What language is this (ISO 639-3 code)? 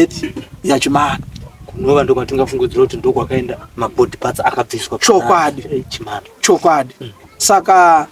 sna